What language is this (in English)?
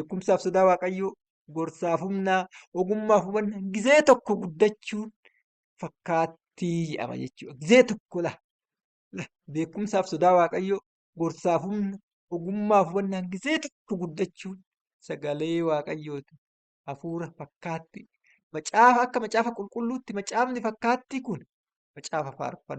Oromo